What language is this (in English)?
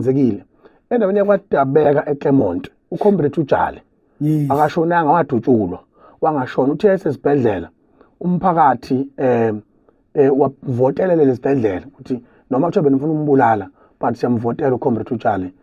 Zulu